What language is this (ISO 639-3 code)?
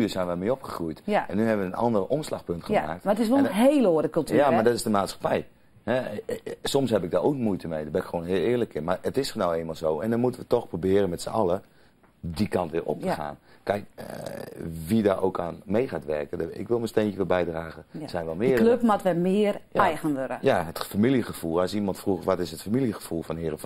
fry